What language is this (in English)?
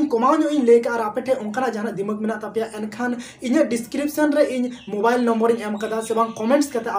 Santali